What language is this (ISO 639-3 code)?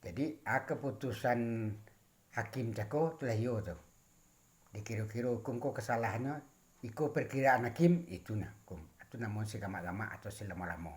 min